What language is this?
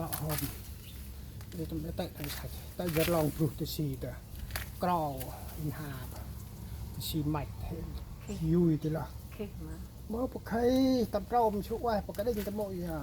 Central Mnong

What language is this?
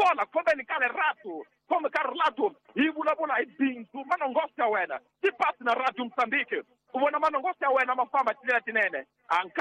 Tsonga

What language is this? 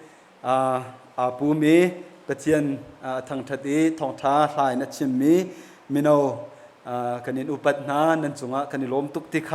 Hakha Chin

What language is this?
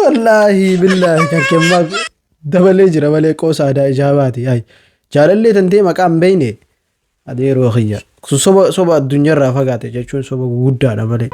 Oromo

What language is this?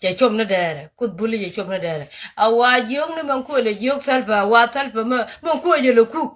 Nuer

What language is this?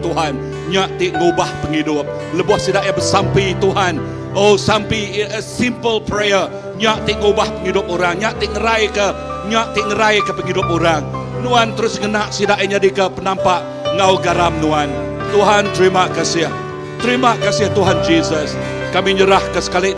Iban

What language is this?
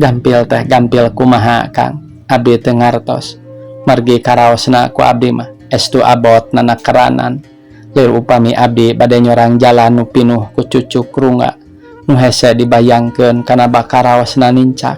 Sundanese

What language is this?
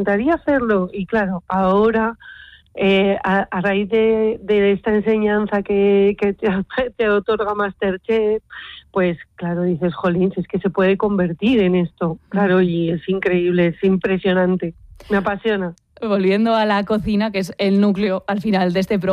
Spanish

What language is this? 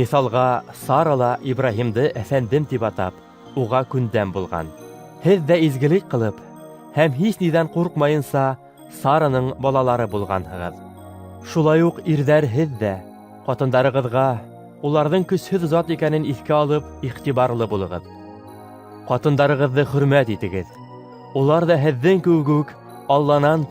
Bashkir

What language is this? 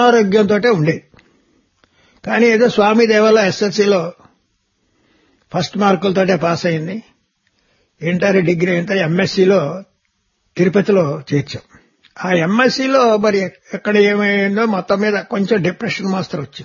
Telugu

